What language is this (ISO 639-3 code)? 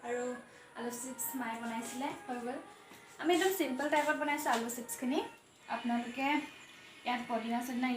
asm